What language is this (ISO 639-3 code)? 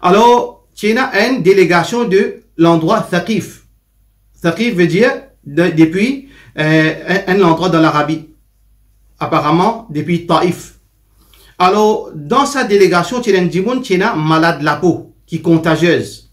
mfe